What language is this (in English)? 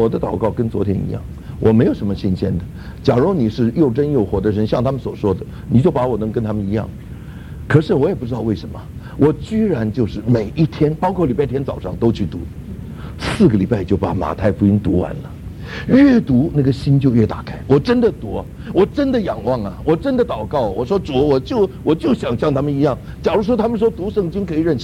Chinese